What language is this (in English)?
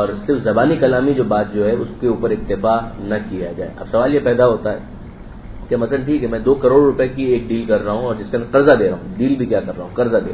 Urdu